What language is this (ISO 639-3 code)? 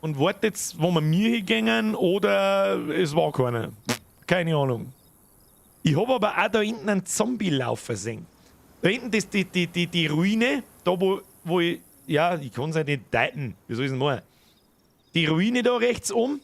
bar